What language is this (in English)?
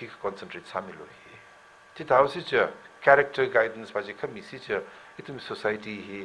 Tangkhul Naga (India)